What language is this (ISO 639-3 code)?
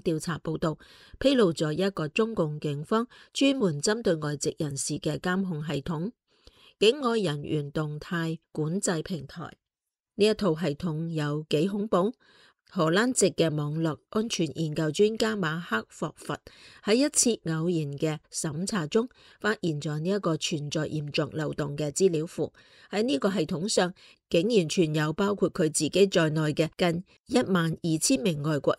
yue